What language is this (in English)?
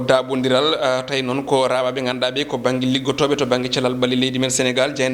Fula